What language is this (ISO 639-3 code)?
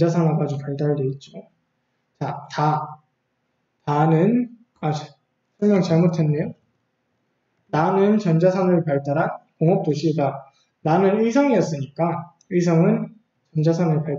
kor